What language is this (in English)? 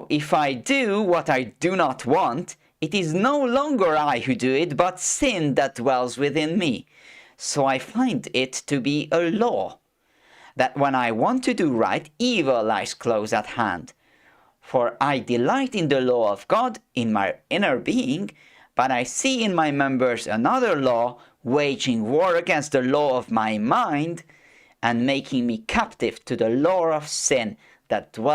English